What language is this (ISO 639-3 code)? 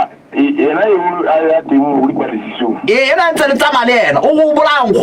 sot